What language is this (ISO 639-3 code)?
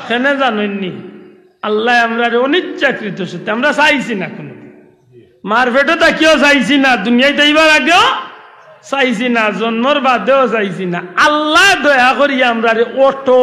syl